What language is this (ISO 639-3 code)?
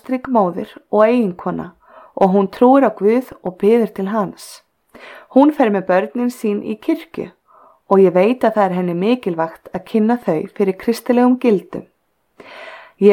isl